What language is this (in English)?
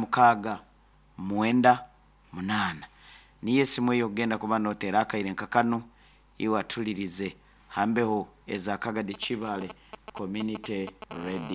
Nyoro